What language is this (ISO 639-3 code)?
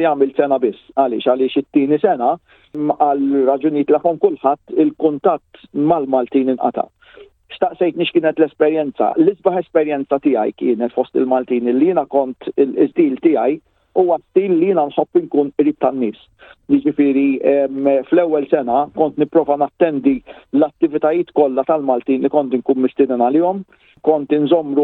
mlt